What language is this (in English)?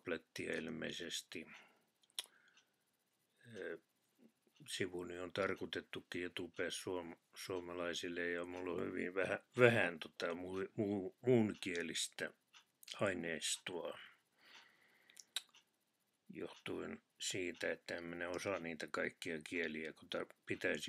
Finnish